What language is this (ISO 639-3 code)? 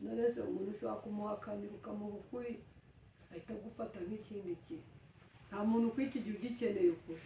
kin